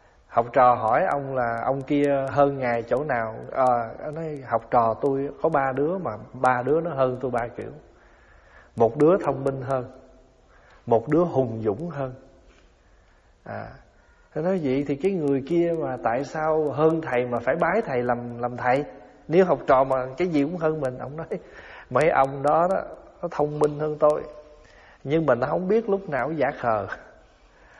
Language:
Vietnamese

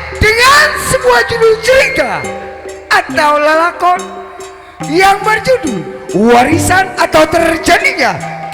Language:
Betawi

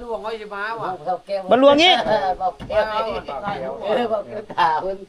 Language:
Lao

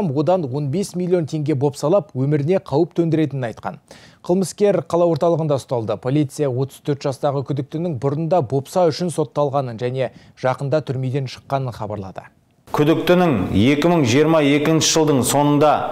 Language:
Kazakh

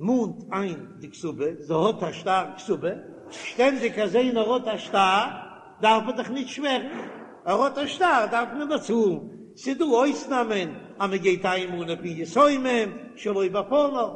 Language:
Yiddish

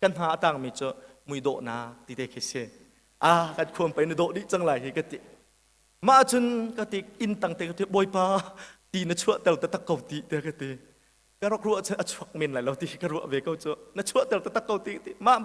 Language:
Hakha Chin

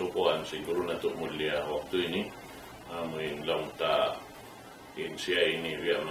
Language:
Tausug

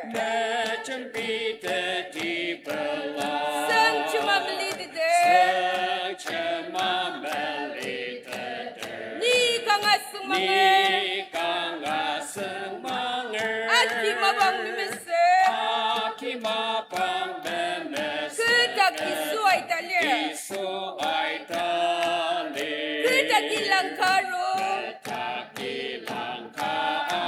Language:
Ao Naga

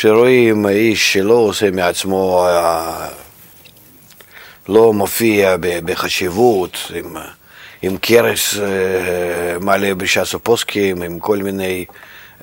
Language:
Hebrew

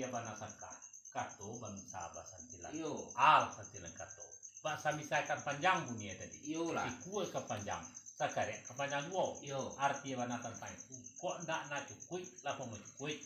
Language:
Minangkabau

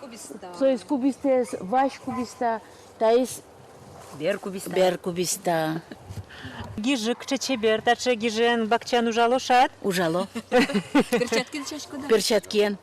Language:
Udmurt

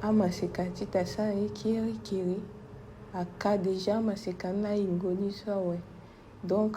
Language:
Sango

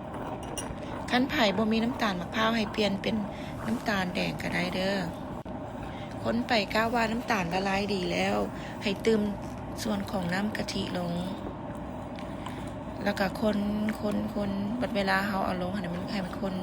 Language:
Lao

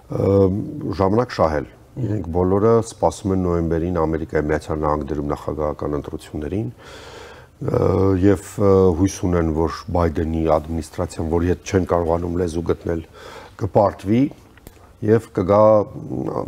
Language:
Armenian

